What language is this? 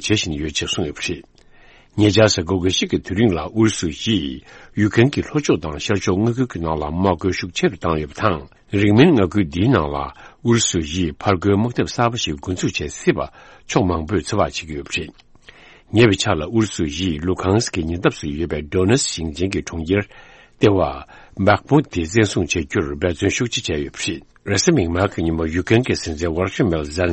Tibetan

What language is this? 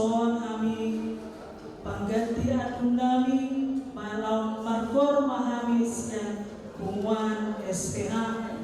Batak Toba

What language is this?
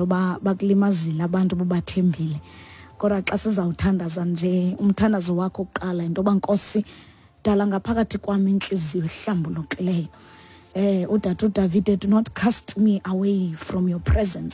Xhosa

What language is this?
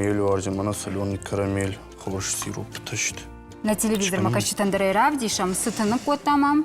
Ossetic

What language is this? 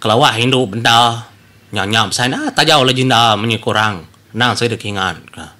Iban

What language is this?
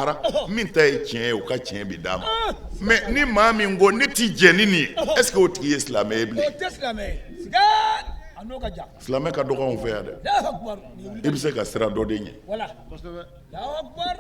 Bambara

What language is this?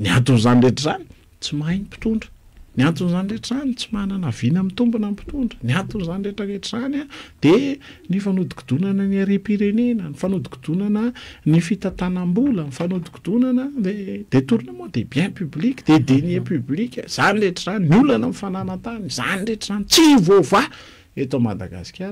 Malagasy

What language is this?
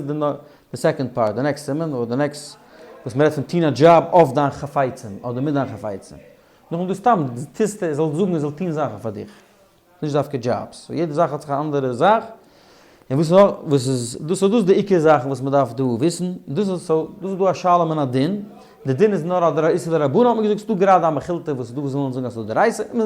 Yiddish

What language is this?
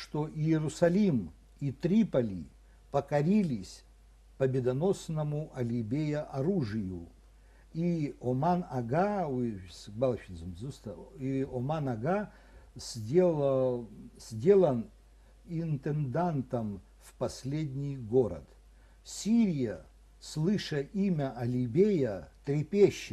Abkhazian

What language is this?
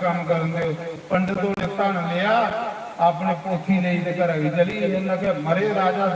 Dogri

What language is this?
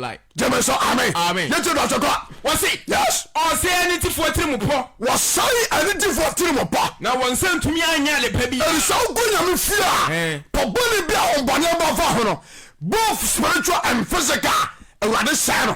Akan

